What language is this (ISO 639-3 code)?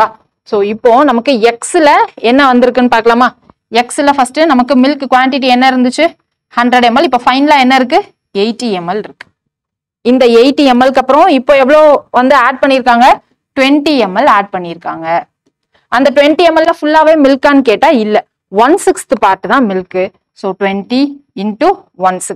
tam